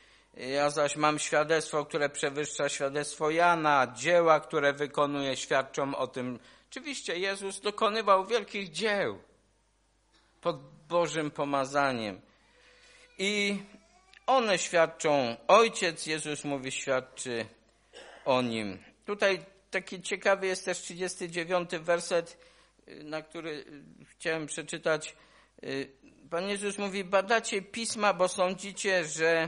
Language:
Polish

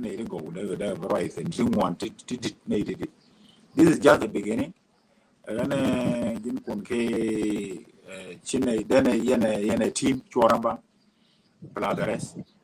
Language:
Nuer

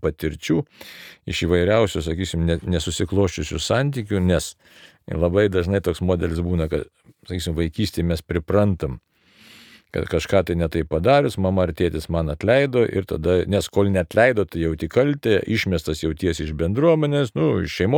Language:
Lithuanian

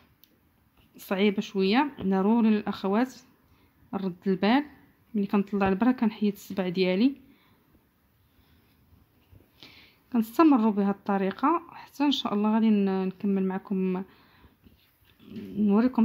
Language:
Moroccan Arabic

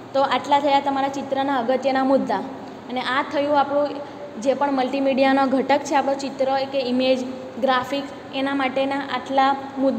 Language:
Gujarati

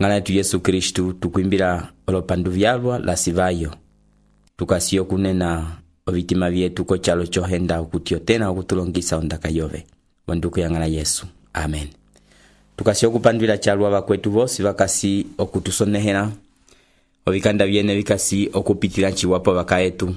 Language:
Umbundu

